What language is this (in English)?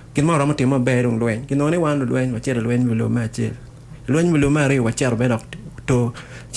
Acoli